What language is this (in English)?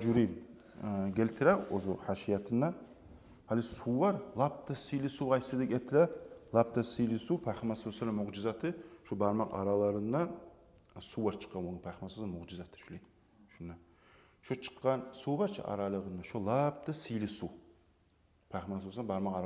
Kumyk